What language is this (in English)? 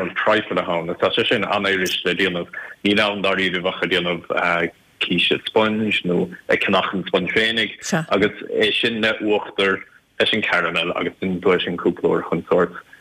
Irish